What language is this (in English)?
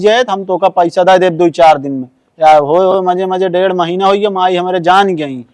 Awadhi